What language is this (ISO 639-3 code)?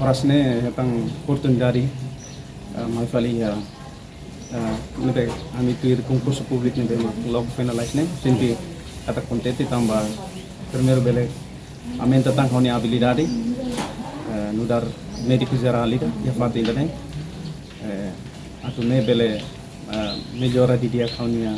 tet